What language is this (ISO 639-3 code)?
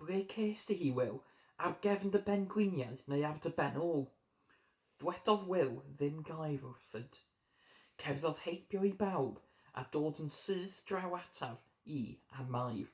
cym